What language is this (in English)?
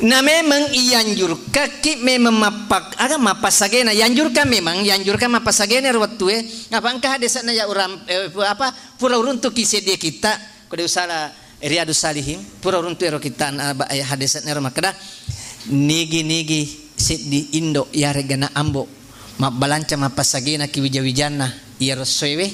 Buginese